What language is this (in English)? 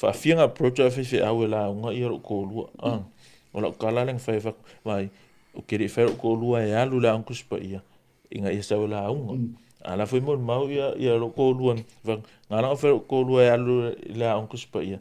Samoan